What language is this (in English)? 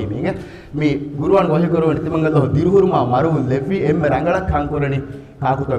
Divehi